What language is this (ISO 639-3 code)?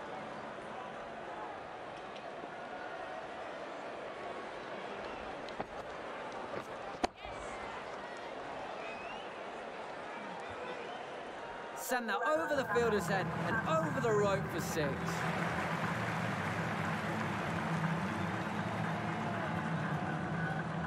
eng